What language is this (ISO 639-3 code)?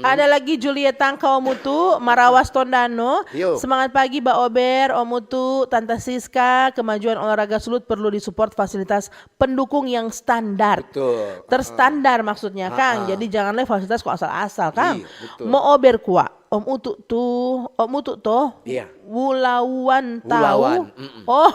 xmm